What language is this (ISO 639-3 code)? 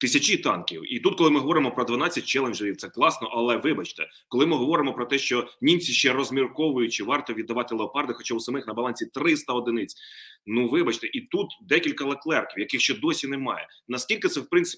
ukr